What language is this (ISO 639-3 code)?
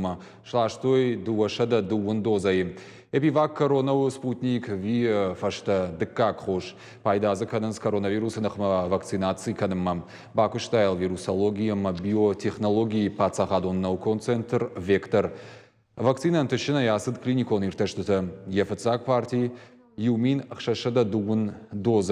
oss